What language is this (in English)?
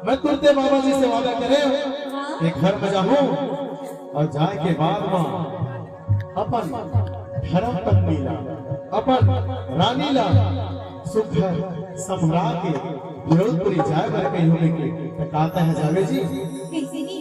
Chhattisgarhi